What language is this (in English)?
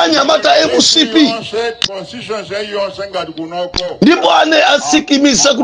Nyanja